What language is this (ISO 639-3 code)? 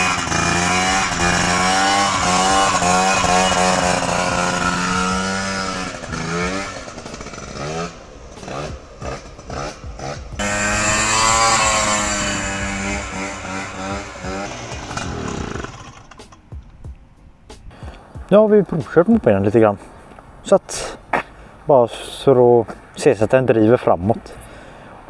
swe